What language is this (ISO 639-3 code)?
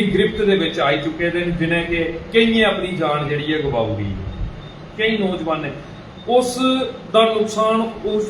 doi